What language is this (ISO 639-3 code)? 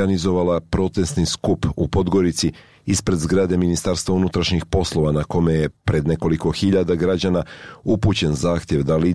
srp